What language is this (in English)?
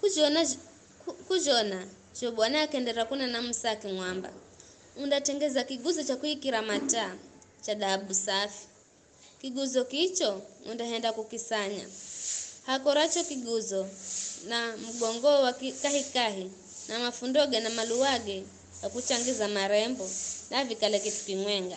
Giryama